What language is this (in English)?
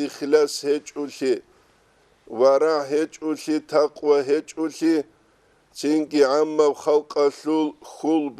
Avaric